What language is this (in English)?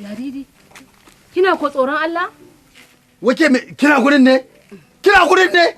Hausa